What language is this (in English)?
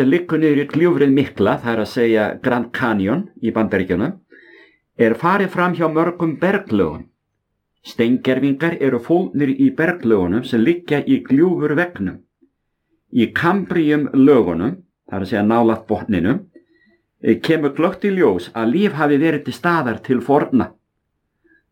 Icelandic